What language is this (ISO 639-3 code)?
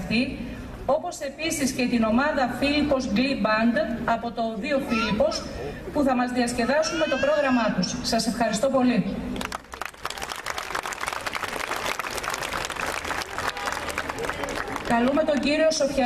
ell